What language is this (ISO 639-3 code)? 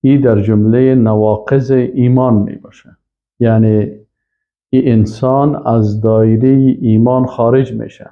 fas